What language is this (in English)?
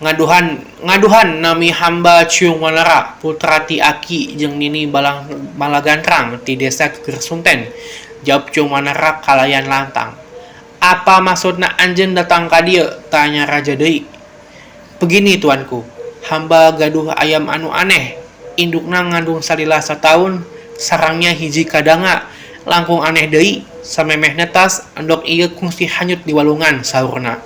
Sundanese